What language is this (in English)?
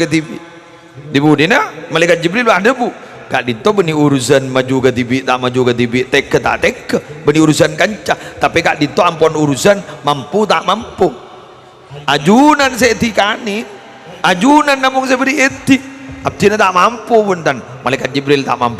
Madurese